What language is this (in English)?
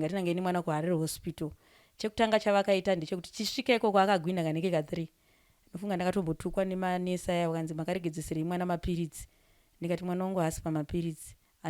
Shona